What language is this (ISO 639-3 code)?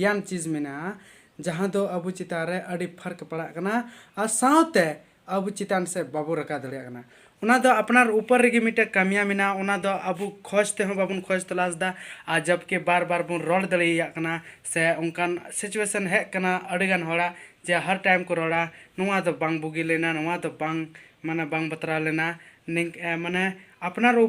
sat